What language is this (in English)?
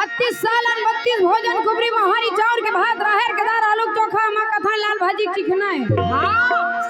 Chhattisgarhi